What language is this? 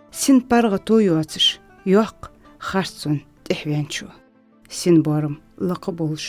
Ingush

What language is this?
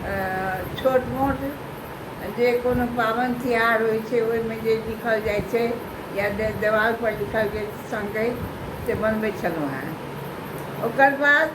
Maithili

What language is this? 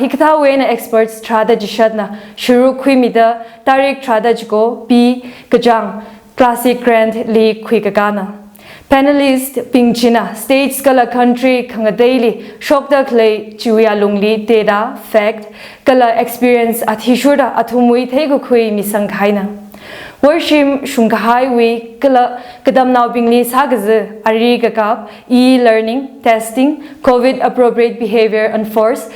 Tangkhul Naga (India)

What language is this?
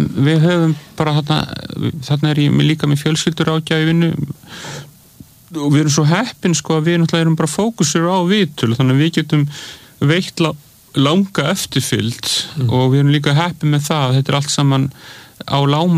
Icelandic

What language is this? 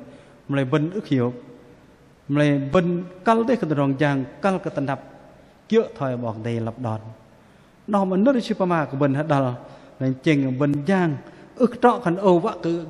Bahnar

